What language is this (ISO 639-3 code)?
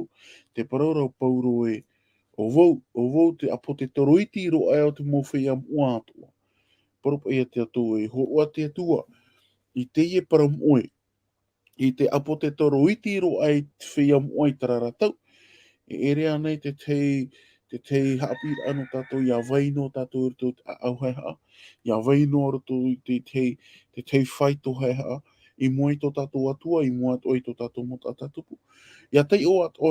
tah